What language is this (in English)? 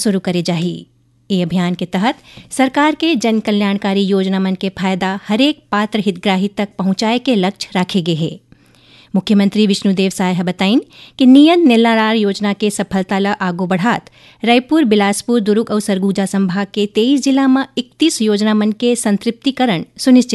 Chhattisgarhi